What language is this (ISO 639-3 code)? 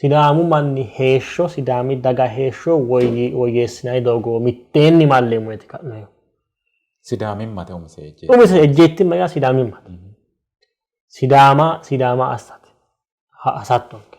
sid